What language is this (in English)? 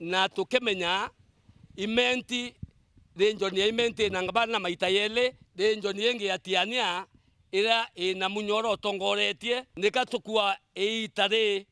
Meru